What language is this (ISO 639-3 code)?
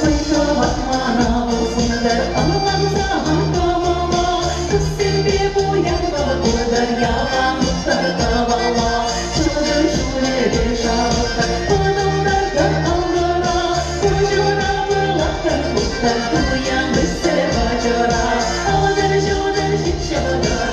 chv